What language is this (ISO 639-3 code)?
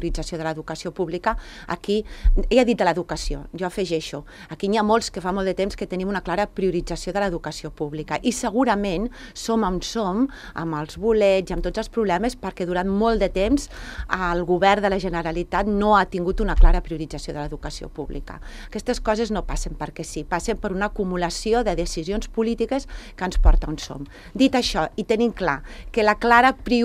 cat